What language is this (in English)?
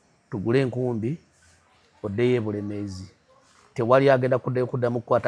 Ganda